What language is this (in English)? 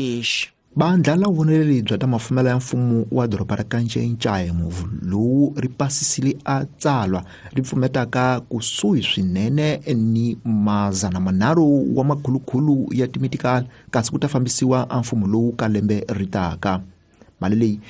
Tsonga